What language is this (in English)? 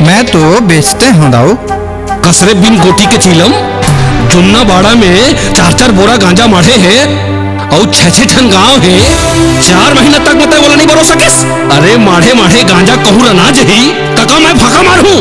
Chhattisgarhi